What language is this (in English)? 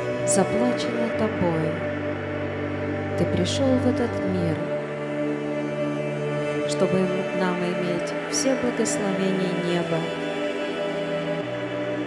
Russian